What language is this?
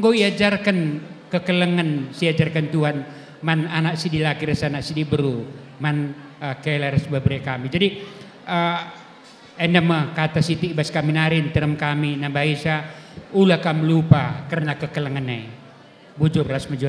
Batak Karo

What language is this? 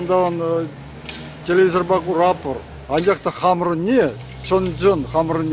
Chuvash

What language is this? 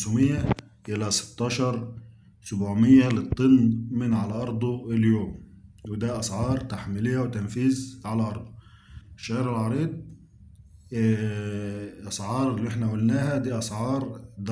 Egyptian Arabic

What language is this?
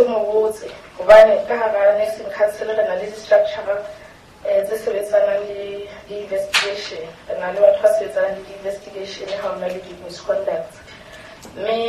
Southern Sotho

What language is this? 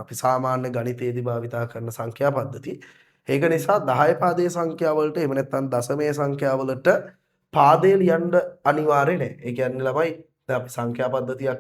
Sinhala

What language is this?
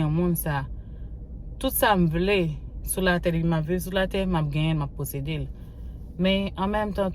Haitian Creole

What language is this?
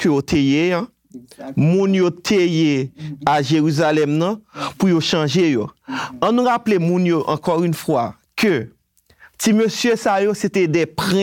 Haitian Creole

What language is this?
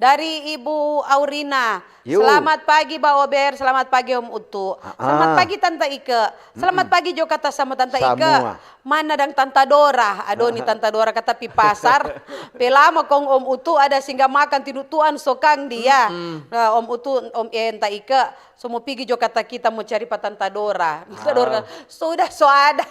Manado Malay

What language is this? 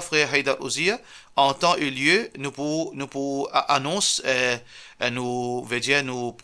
Morisyen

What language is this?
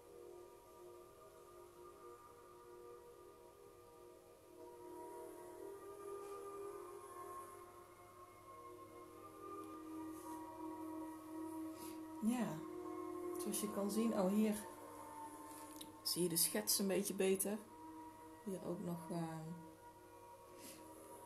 Dutch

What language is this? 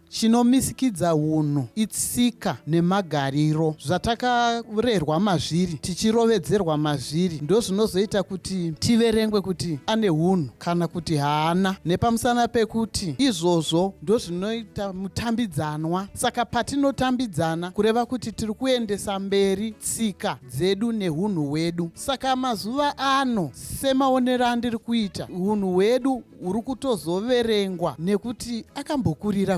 Shona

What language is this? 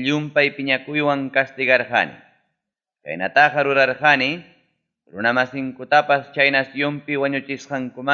Ayacucho Quechua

